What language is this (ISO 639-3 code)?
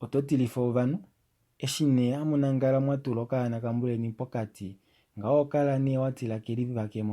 kua